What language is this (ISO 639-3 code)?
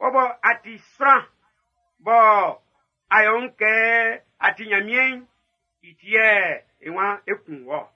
bci